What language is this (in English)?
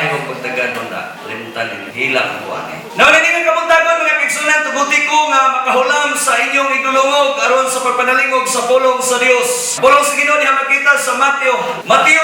Cebuano